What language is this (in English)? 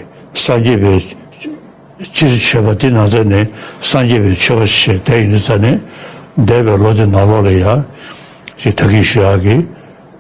Tibetan